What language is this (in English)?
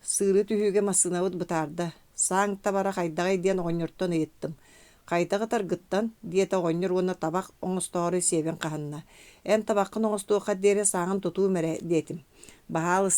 Yakut